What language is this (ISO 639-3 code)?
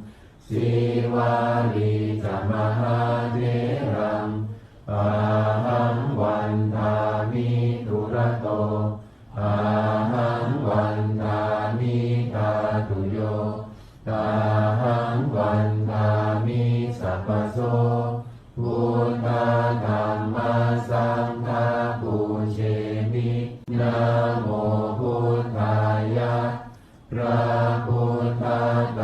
pli